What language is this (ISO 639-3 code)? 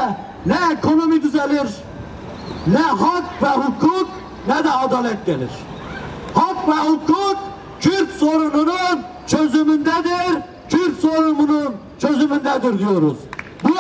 tur